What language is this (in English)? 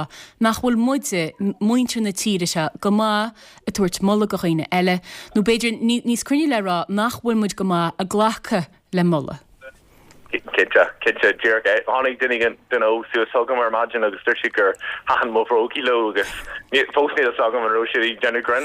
Irish